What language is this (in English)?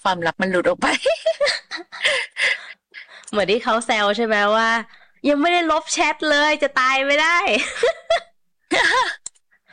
Thai